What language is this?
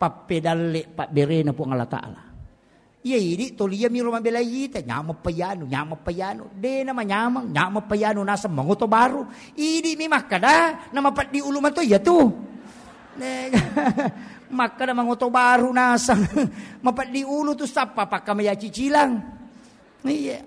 Buginese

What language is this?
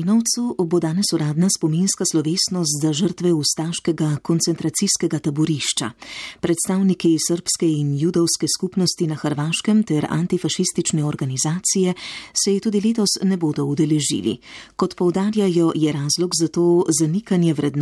Slovenian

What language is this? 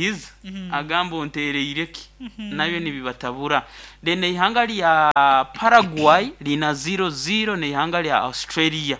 Nyankole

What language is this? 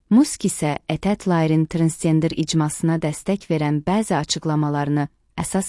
Azerbaijani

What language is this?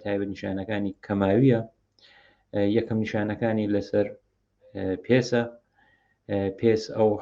Central Kurdish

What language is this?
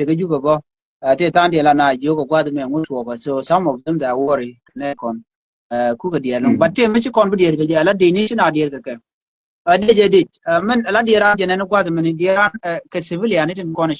Nuer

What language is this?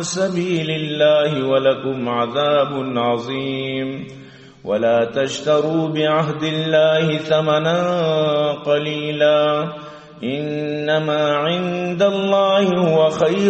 Eastern Balochi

